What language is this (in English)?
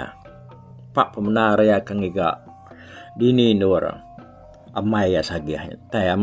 Iban